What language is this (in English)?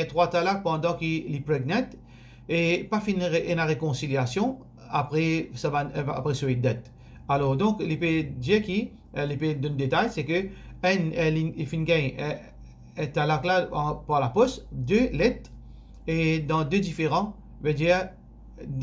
Morisyen